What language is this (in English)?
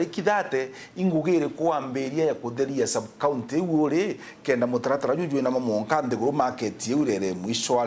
Meru